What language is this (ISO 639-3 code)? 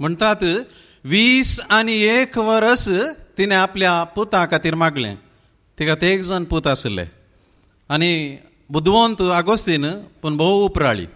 kok